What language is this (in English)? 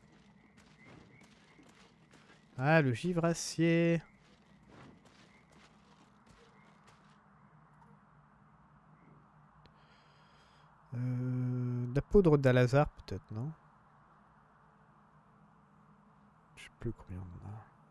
French